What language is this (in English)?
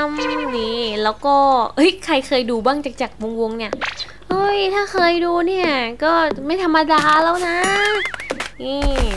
Thai